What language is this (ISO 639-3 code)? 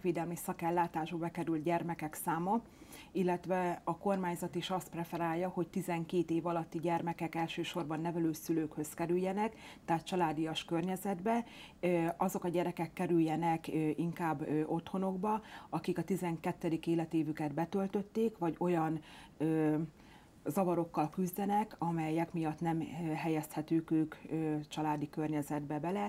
hun